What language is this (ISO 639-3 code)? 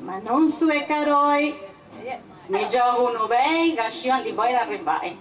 srd